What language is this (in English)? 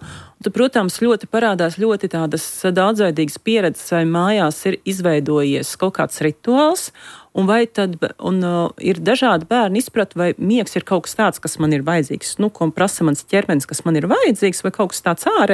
Latvian